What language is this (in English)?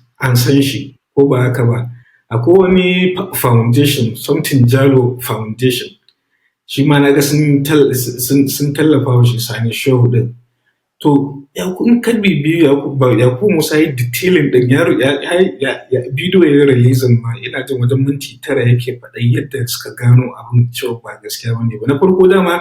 Hausa